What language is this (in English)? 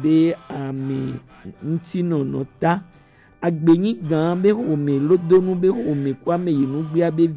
Gen